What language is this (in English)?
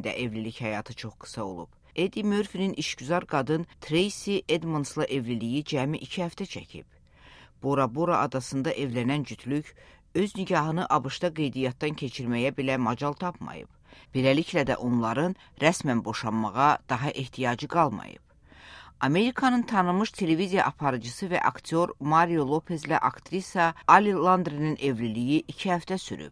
Azerbaijani